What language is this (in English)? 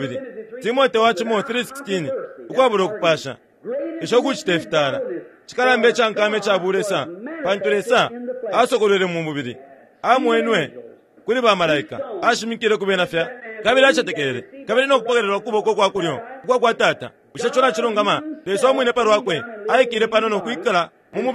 Bemba